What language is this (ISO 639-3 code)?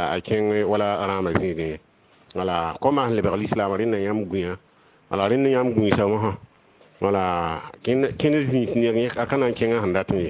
mos